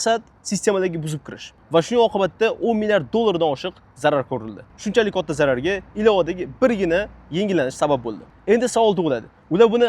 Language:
Uzbek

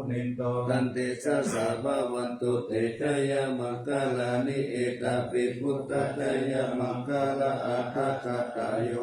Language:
Pali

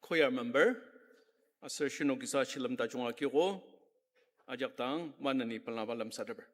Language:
Ao Naga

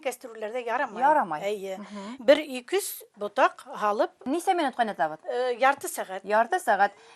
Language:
Bashkir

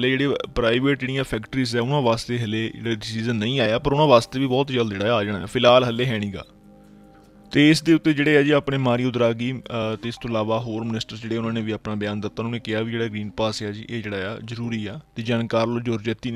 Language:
Punjabi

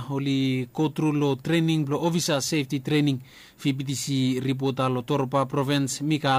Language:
Bislama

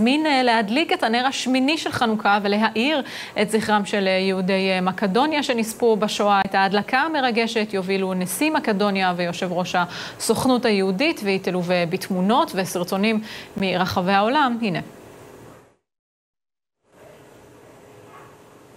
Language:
Hebrew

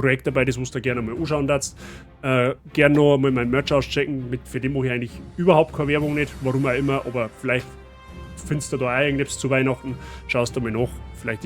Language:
Bavarian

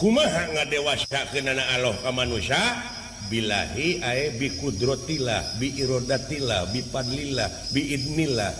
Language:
Sundanese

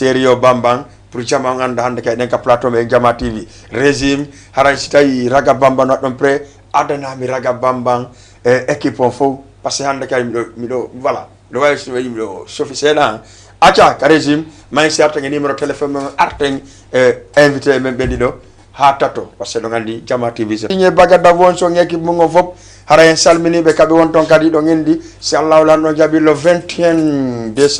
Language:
Fula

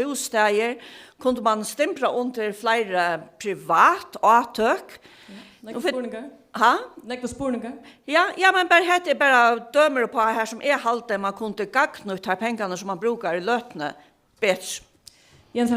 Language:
Faroese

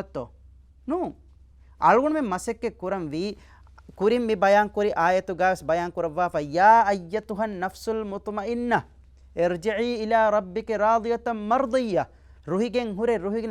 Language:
Divehi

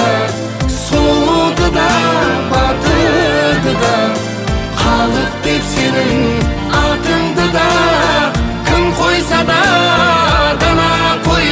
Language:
Kara-Kalpak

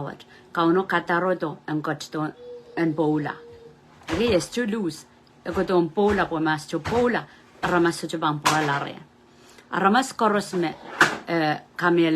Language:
Pohnpeian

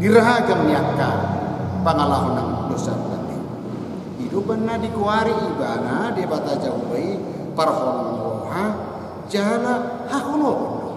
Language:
Batak Toba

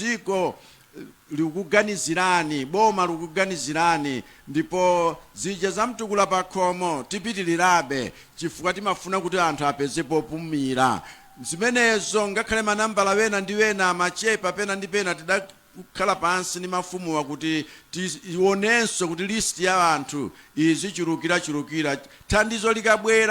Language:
Nyanja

